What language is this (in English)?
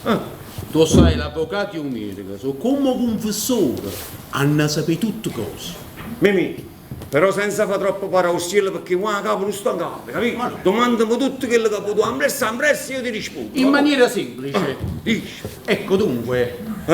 Neapolitan